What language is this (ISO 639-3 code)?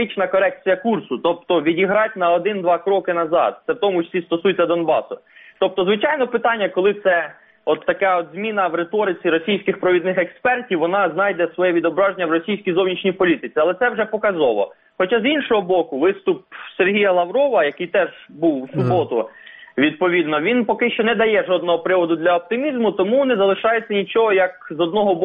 ukr